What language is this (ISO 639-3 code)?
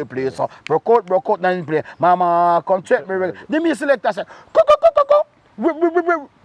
jam